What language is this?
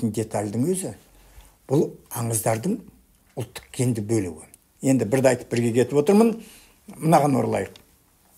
Kazakh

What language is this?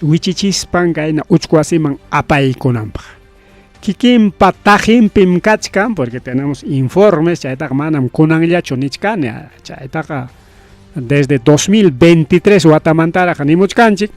Ayacucho Quechua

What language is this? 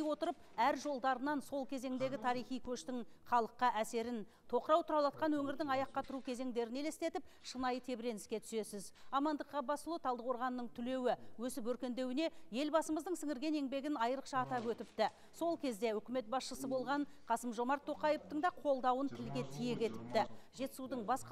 Kazakh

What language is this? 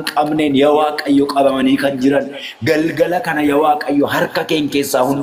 Oromo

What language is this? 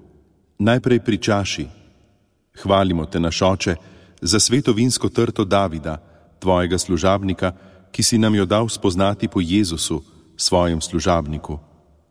Slovenian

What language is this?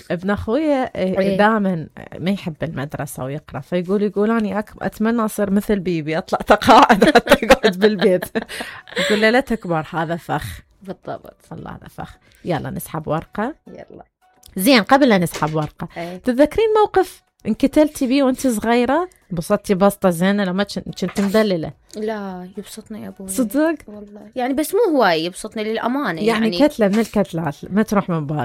Mesopotamian Arabic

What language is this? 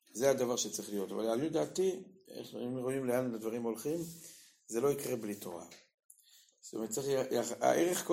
Hebrew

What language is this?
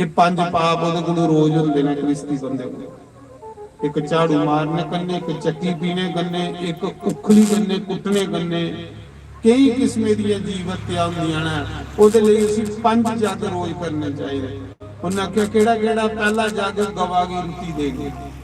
Dogri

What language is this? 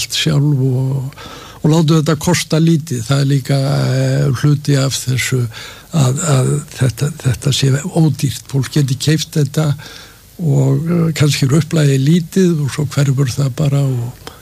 Icelandic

